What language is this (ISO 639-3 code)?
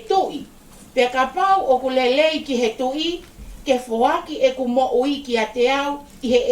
ton